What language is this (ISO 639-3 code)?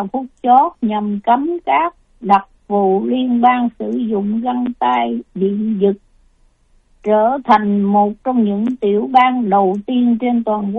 vie